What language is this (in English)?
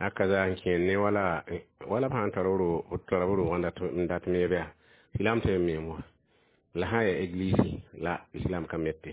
Mossi